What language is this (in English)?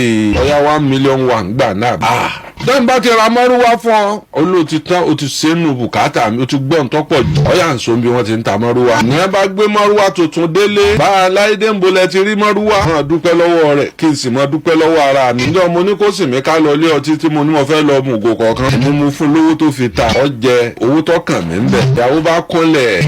Yoruba